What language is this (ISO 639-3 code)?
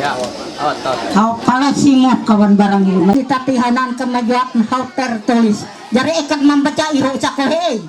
mhy